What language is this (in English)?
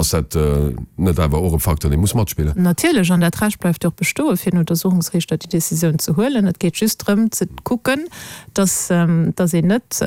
Luxembourgish